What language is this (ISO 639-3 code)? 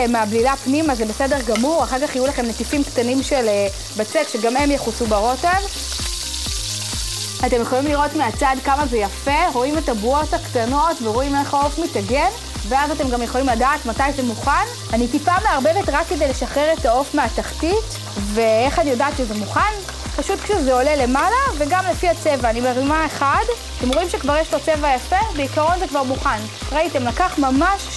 heb